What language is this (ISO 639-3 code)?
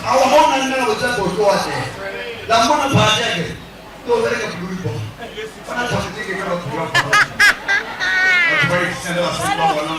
nso